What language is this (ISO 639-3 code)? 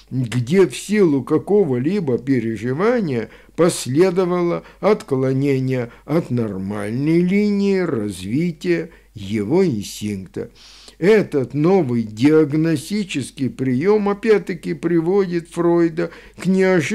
rus